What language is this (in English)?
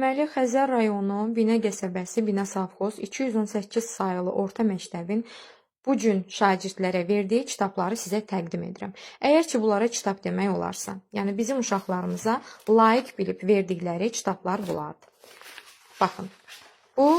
Azerbaijani